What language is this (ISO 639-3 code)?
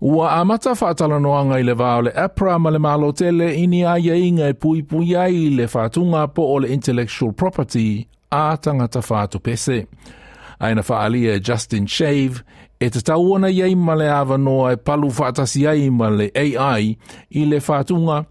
smo